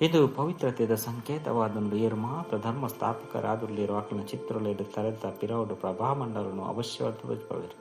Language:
Tulu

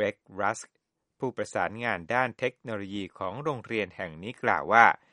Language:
Thai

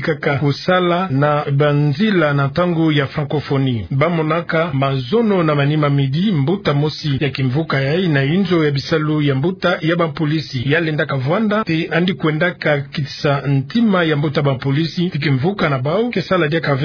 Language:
Kituba (Democratic Republic of Congo)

